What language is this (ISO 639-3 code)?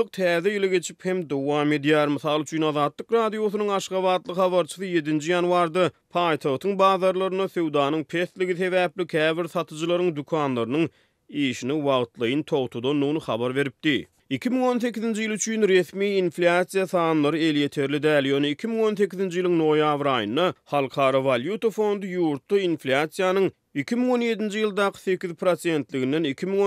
tuk